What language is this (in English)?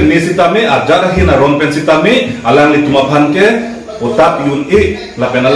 Karbi